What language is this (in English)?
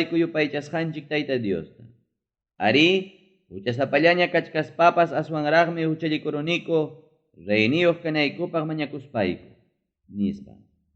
Ayacucho Quechua